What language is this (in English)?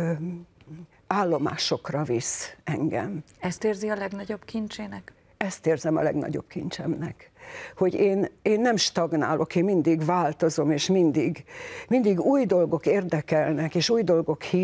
Hungarian